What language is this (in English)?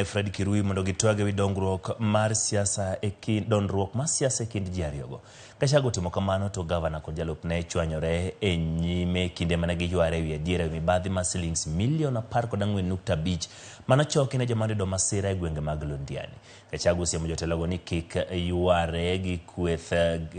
Luo (Kenya and Tanzania)